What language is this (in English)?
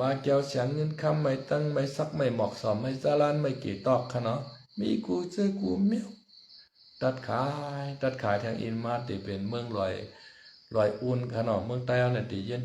Shan